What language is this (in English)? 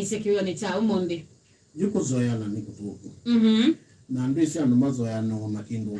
Kamba